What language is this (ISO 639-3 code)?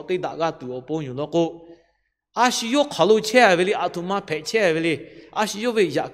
lhu